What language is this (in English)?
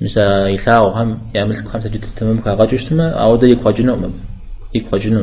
Kabardian